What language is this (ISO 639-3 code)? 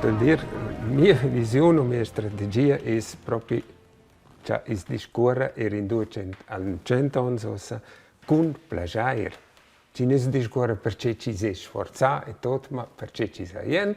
roh